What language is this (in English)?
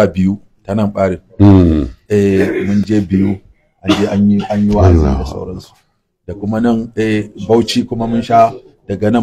Hausa